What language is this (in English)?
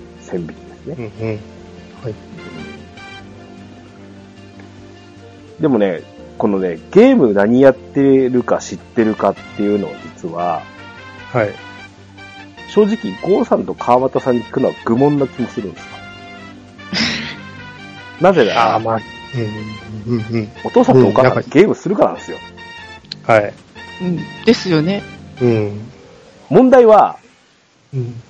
Japanese